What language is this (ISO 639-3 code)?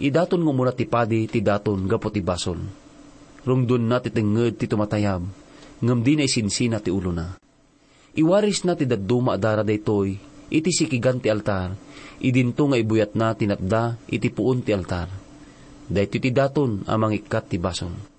ilo